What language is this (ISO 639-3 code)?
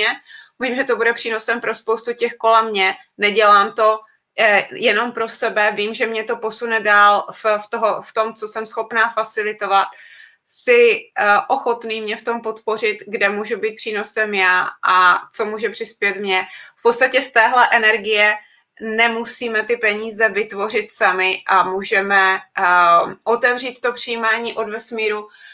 ces